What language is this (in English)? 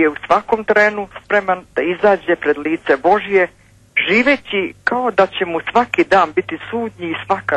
Serbian